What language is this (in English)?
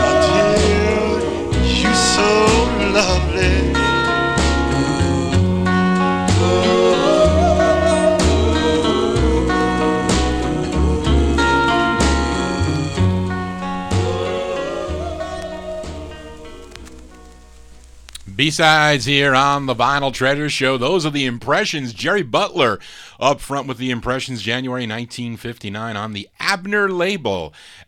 English